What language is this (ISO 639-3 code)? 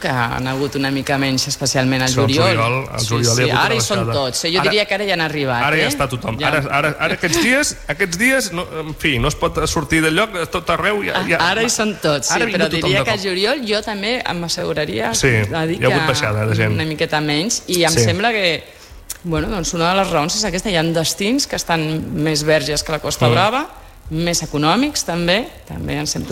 cat